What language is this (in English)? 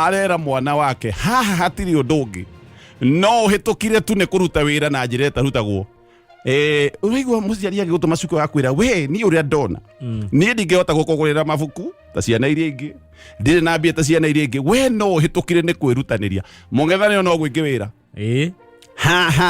Kikuyu